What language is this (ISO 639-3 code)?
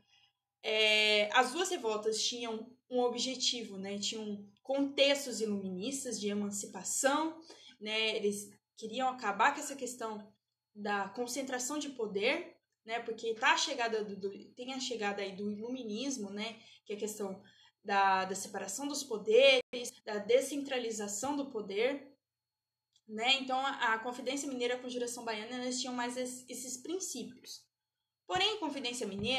por